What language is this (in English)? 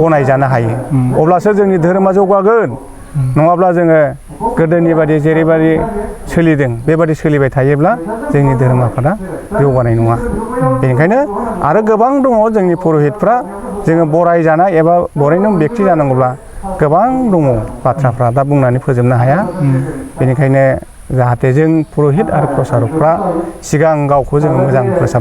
Bodo